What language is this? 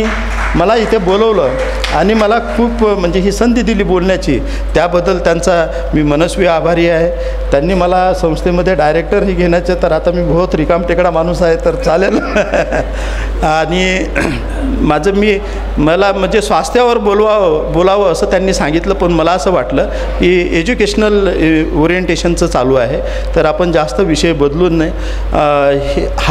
Marathi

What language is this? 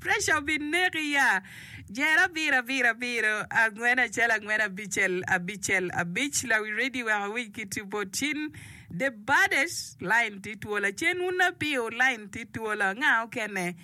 Acoli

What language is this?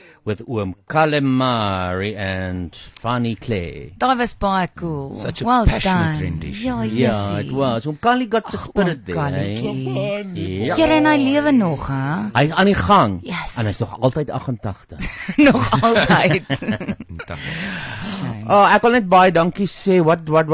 Afrikaans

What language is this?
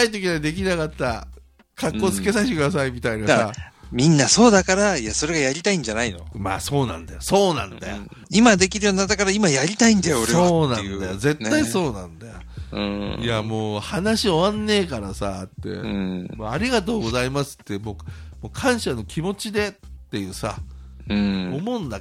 Japanese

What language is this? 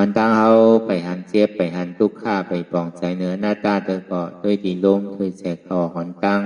Shan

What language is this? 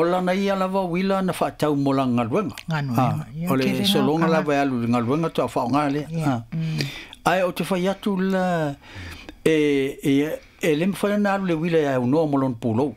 Samoan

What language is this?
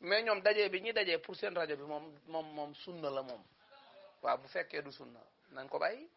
Wolof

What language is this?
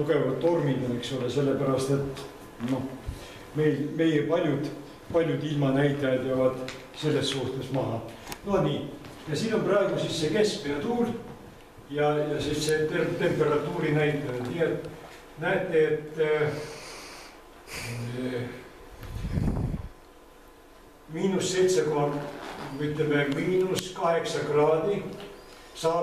Estonian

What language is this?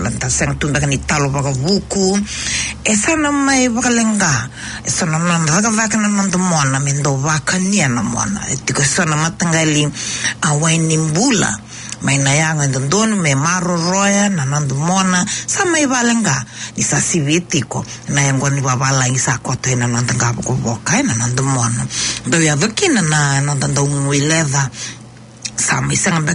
Fijian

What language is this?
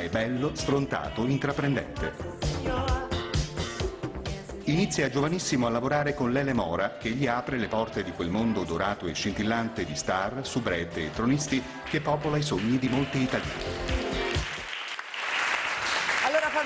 Italian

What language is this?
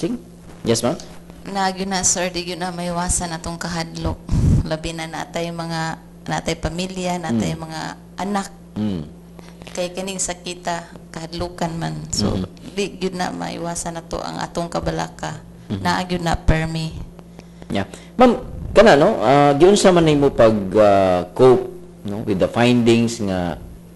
Cebuano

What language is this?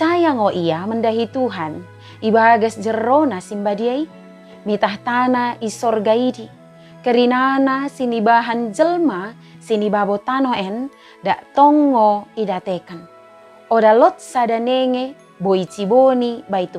Batak Dairi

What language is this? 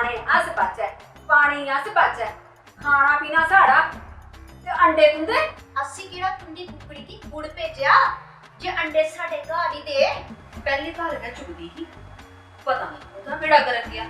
Dogri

